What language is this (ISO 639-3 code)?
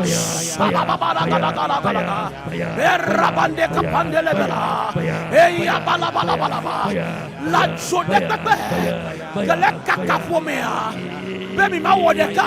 ewe